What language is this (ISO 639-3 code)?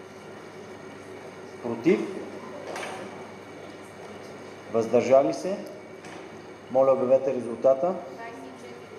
bul